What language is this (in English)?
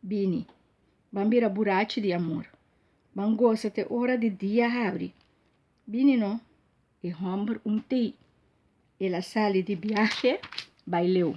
Papiamento